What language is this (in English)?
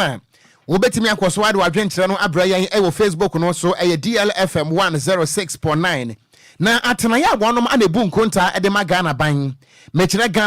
Akan